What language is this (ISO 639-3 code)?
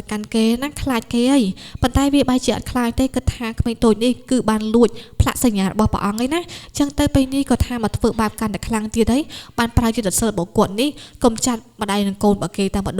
khm